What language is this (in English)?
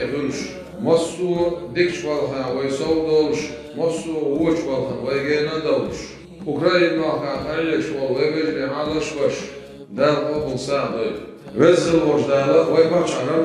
Chechen